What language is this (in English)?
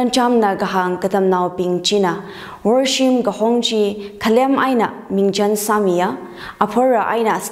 Tangkhul Naga (India)